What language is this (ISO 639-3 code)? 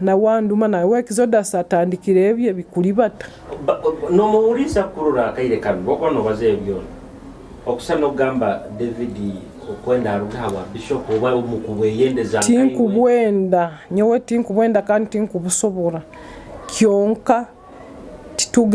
nyo